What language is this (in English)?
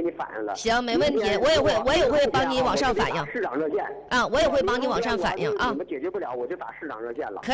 Chinese